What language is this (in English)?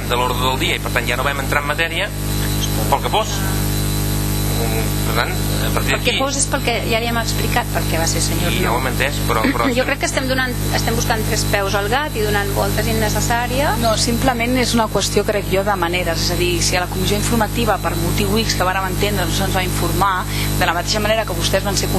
Catalan